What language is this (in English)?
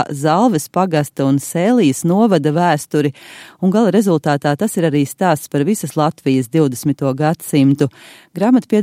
Latvian